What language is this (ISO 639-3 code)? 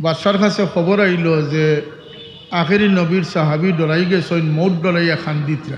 syl